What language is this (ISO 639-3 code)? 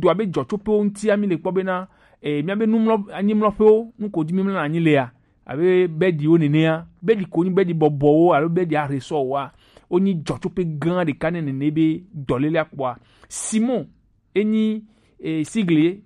gej